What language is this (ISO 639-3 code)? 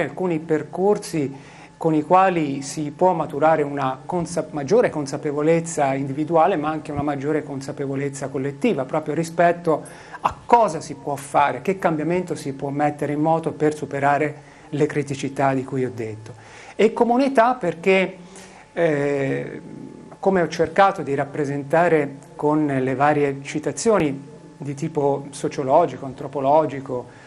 ita